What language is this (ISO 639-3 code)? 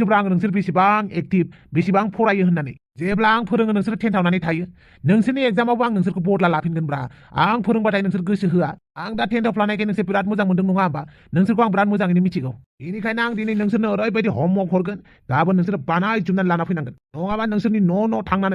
brx